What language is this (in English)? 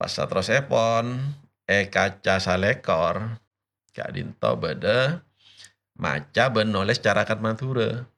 Madurese